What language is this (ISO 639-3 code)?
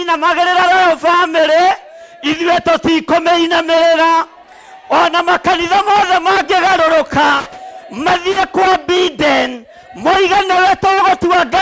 kik